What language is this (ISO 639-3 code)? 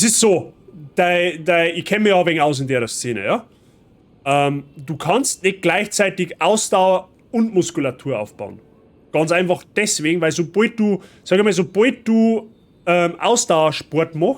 bar